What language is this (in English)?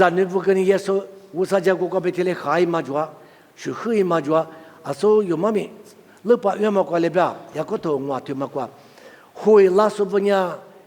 Lisu